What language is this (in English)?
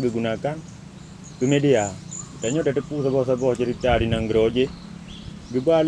Achinese